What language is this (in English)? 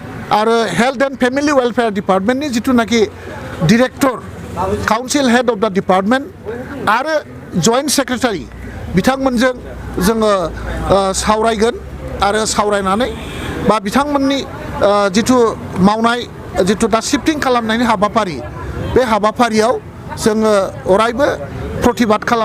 Bodo